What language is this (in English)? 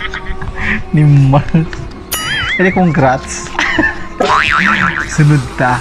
Kagayanen